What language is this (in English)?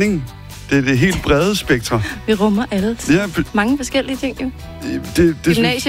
Danish